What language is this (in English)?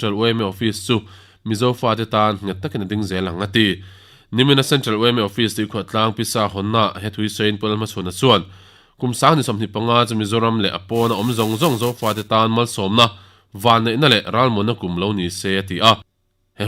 Mizo